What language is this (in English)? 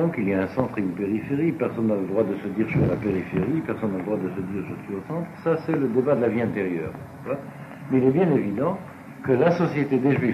French